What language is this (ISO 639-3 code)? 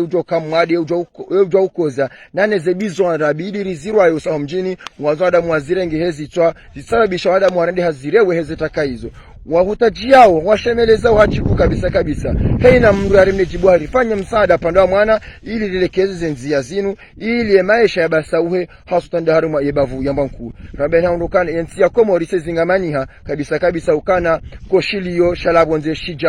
zdj